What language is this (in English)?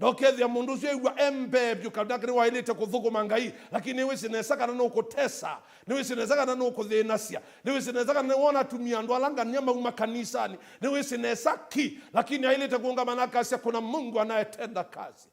Kamba